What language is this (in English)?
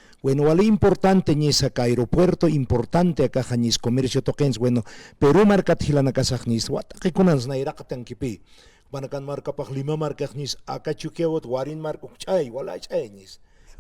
Aymara